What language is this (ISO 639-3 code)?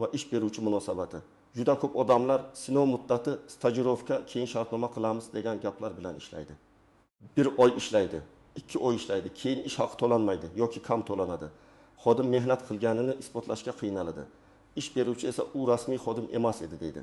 uzb